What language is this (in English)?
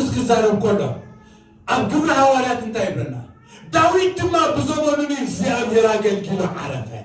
Tigrinya